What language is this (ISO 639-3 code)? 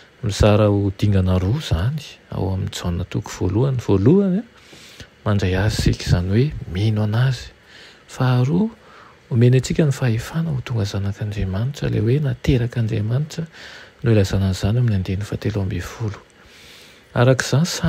mlg